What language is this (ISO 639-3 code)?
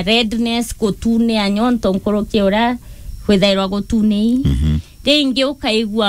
mer